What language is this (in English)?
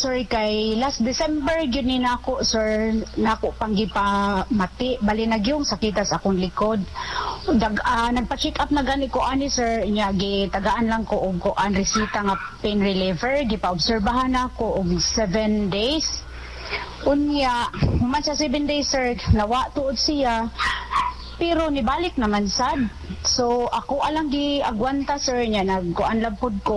Cebuano